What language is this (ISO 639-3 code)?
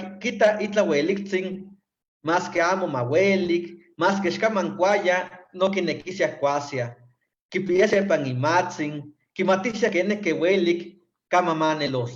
nhe